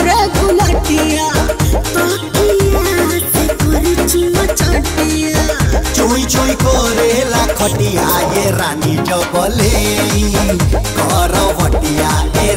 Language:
Bhojpuri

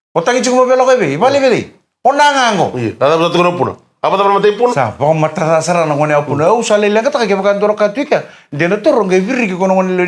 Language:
Fijian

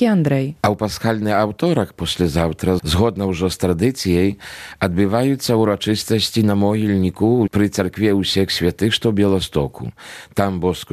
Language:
Belarusian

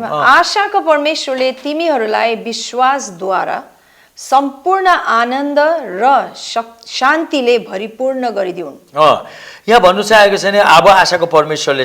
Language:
Nepali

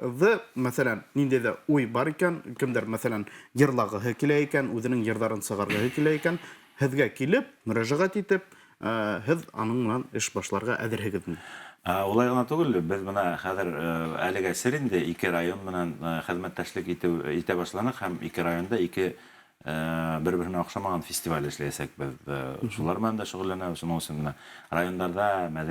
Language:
Bashkir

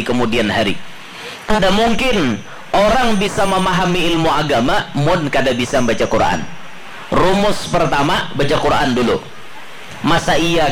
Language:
Banjar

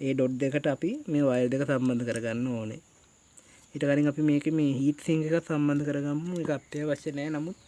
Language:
Sinhala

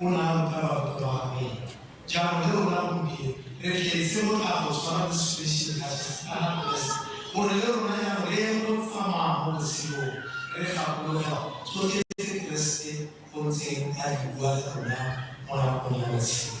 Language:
Tswana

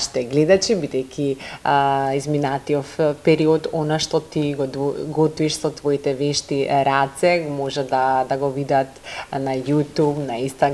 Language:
Macedonian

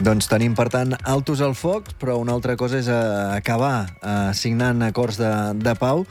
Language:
Catalan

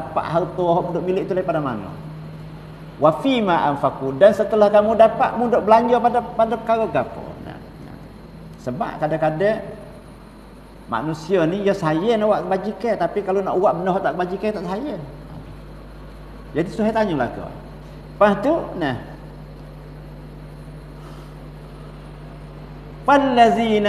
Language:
Malay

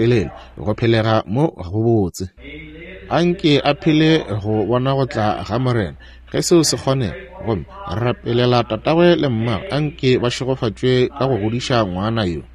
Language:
Northern Sotho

